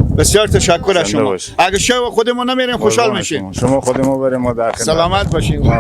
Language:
Persian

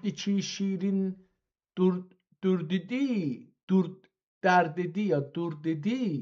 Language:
South Azerbaijani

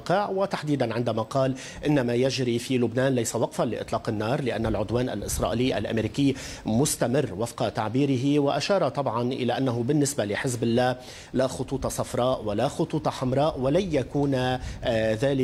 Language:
Arabic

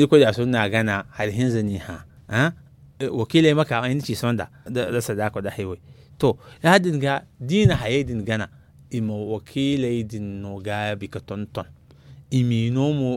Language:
Zarma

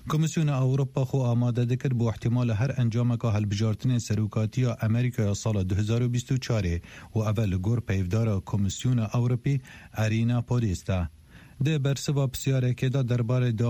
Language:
Kurdish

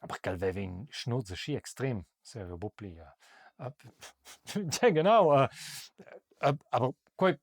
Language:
Romansh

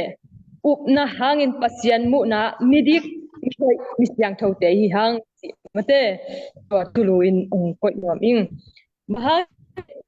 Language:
Tedim Chin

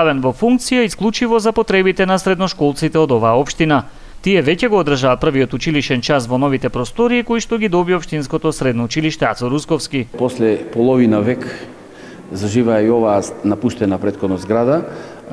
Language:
Macedonian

